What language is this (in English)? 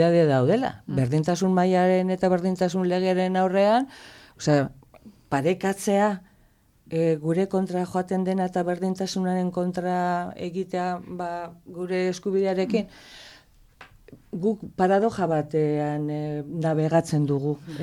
Basque